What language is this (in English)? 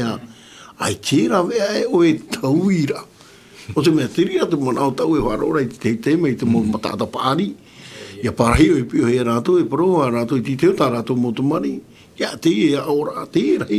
Tahitian